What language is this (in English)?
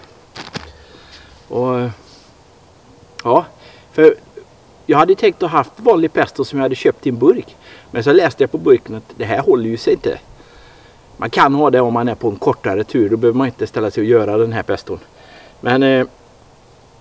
Swedish